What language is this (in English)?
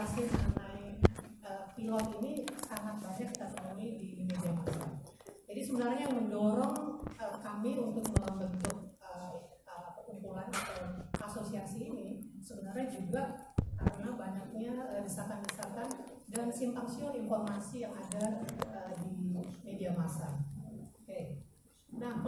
Indonesian